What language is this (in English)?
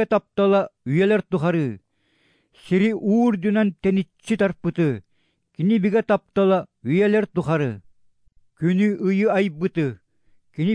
Yakut